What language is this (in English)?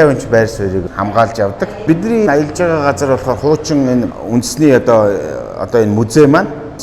Mongolian